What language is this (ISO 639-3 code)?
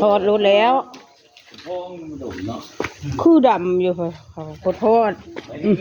tts